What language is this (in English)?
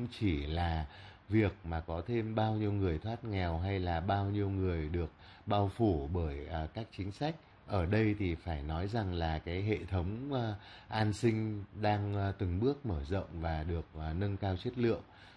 Vietnamese